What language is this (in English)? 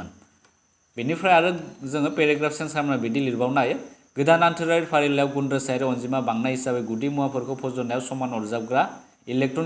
Bodo